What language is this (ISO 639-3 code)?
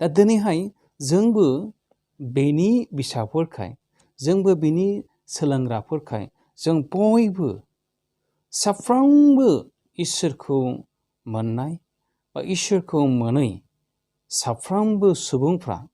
brx